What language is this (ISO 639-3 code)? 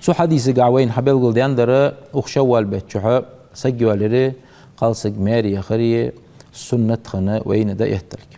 inh